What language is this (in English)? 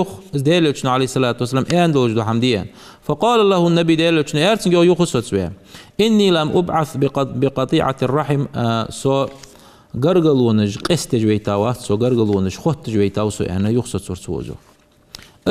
Ingush